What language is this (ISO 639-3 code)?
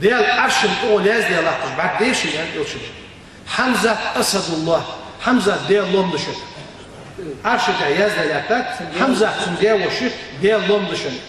inh